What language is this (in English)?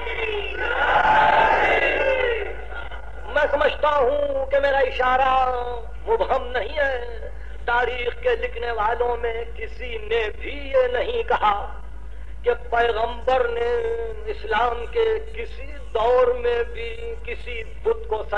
Urdu